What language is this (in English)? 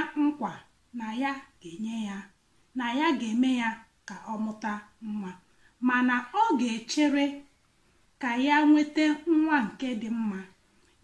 Igbo